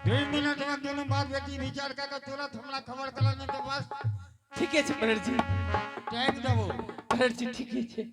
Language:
Angika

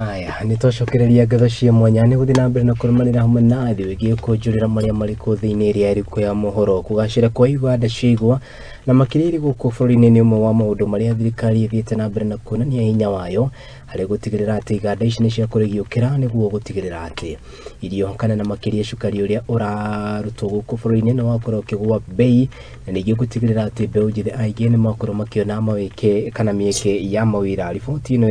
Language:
Kikuyu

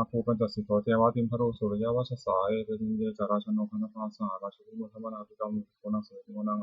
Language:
Pali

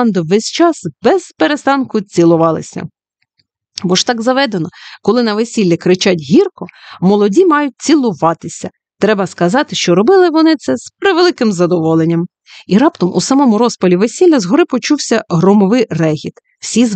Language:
Ukrainian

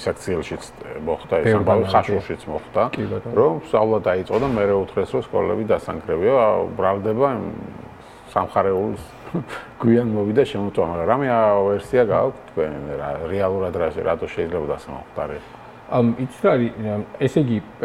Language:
Georgian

